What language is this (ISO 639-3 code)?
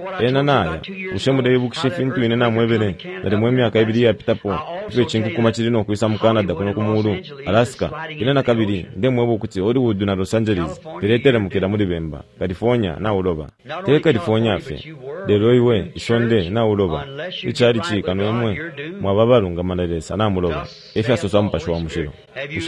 bem